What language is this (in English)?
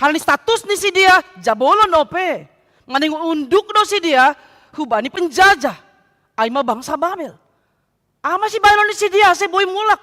Batak Simalungun